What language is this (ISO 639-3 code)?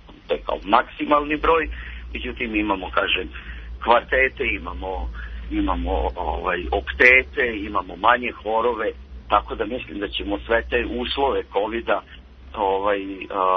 srp